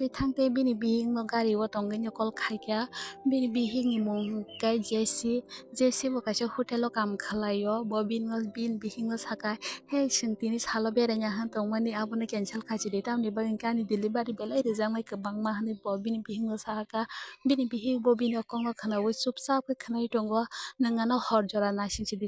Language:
Kok Borok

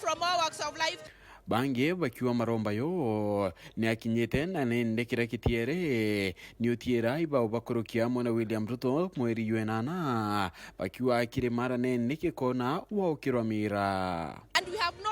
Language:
Meru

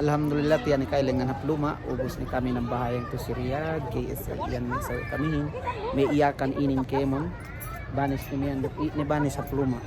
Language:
Yakan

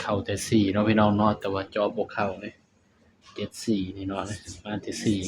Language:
Northeastern Thai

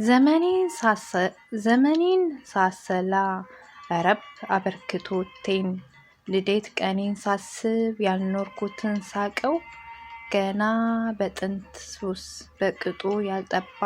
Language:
Amharic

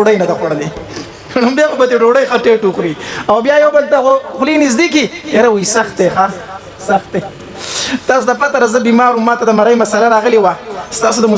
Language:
Pashto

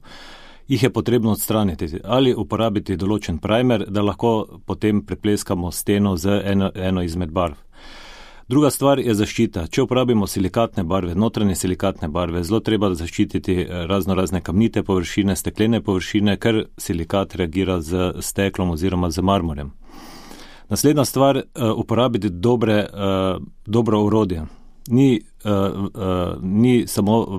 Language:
Slovenian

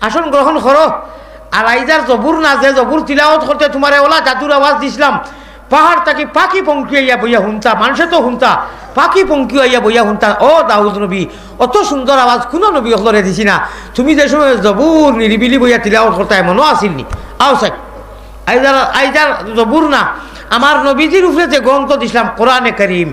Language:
Sylheti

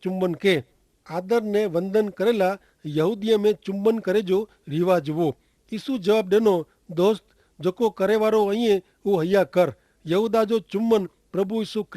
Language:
Kachhi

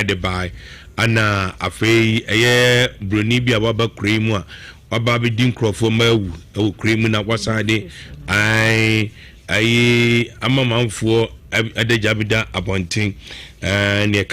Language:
Akan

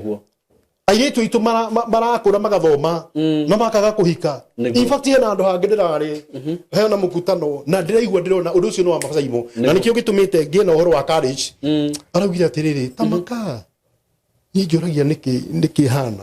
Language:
Kikuyu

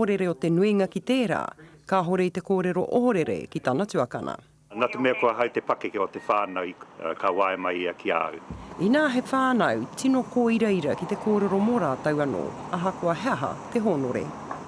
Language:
Māori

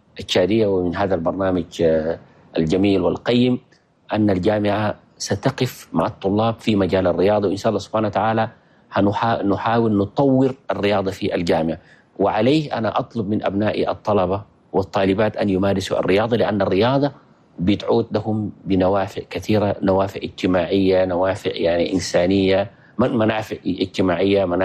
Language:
Chadian Arabic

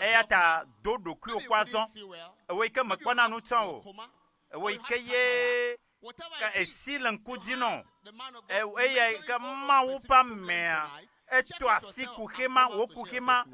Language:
Ewe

